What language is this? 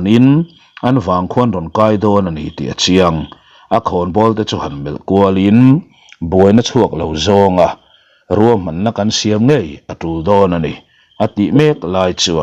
Mizo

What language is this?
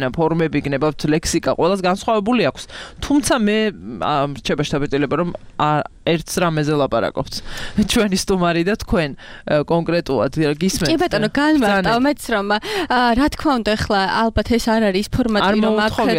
Georgian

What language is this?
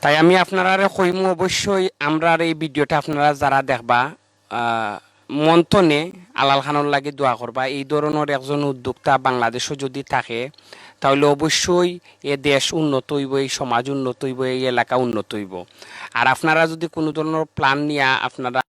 Sylheti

